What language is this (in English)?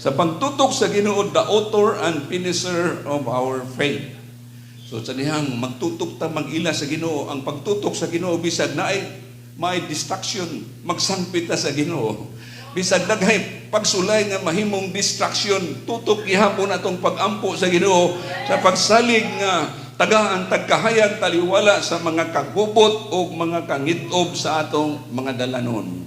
Cebuano